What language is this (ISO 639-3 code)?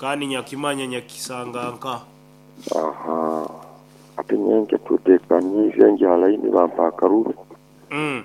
nyo